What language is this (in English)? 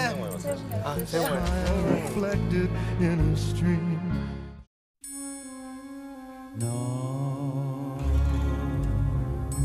Korean